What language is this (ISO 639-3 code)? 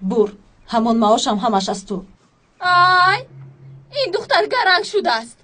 tgk